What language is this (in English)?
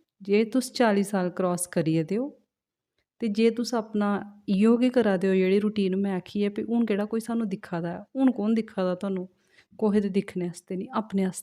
Dogri